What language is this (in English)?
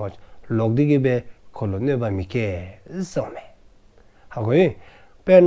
Dzongkha